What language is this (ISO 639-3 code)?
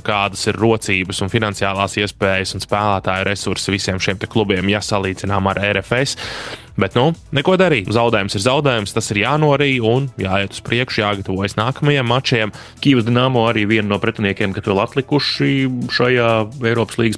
lav